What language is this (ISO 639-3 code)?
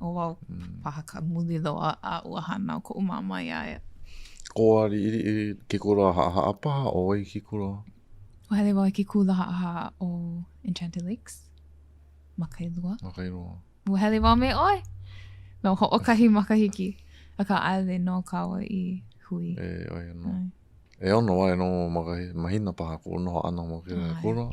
haw